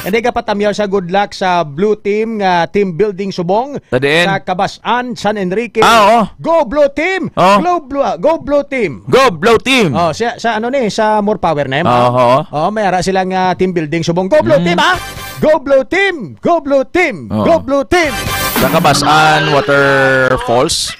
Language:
Hiligaynon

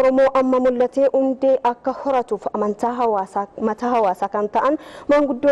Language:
Oromo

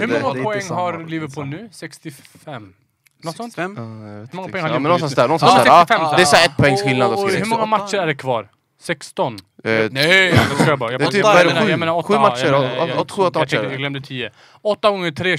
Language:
Swedish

